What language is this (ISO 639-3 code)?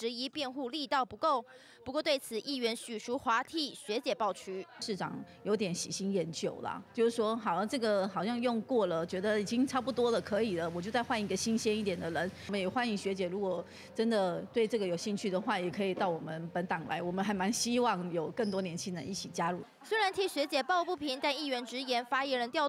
zho